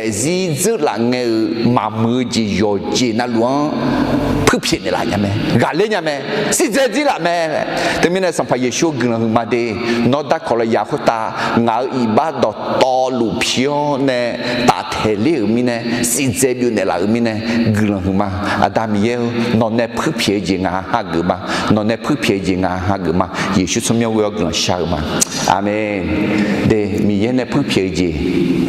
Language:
Akha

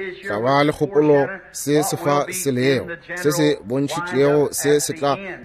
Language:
Northern Sotho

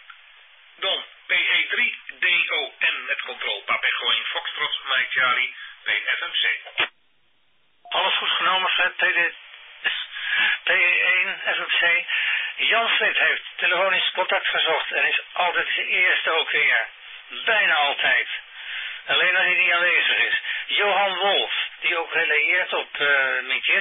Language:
Dutch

